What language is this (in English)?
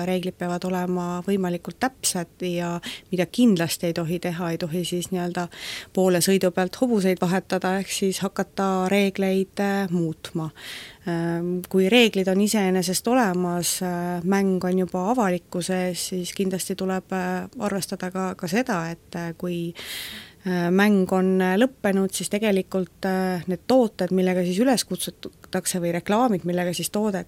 Estonian